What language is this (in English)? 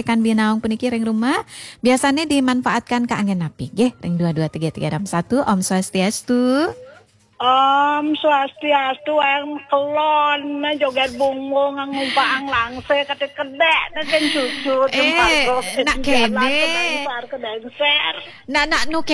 Balinese